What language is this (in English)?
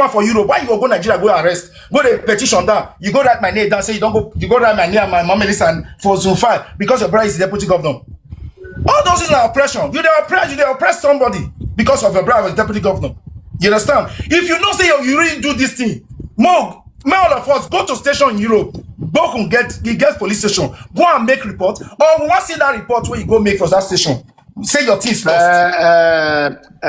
Nigerian Pidgin